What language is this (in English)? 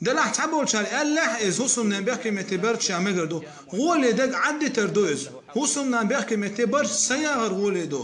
Chechen